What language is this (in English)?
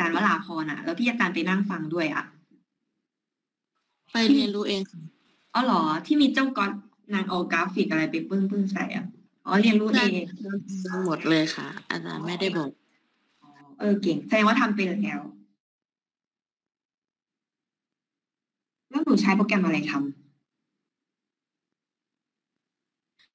Thai